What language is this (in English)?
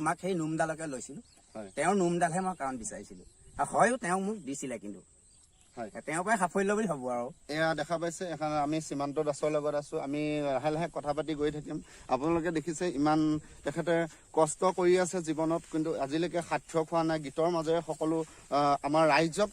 Assamese